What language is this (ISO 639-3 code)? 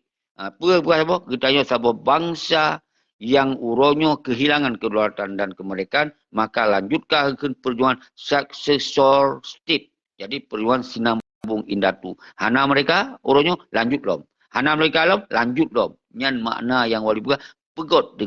ace